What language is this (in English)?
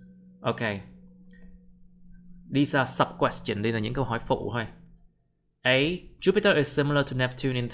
Vietnamese